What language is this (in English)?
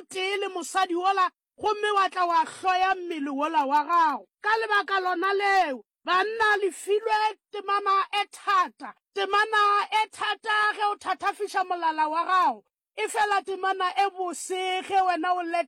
Northern Sotho